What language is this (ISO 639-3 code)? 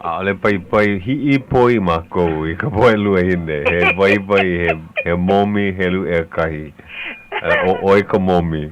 haw